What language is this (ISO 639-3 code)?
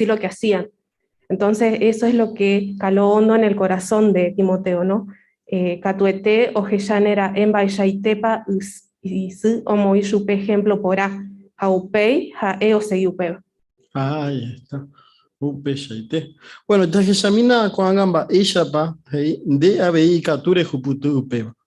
grn